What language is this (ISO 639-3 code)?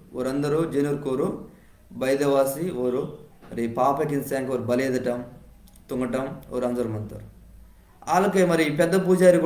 kff